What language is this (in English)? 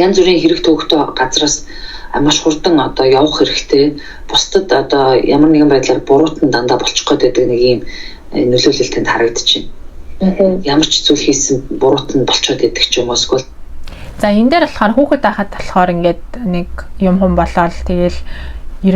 Mongolian